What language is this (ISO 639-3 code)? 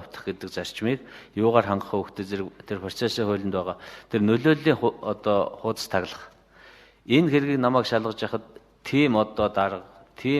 mon